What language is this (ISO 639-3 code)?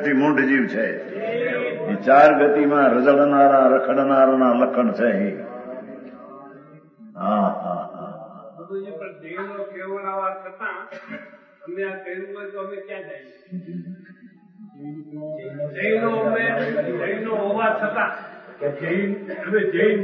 guj